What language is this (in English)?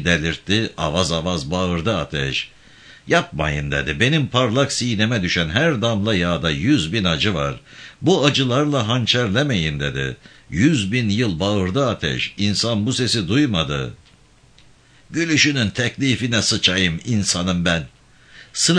Turkish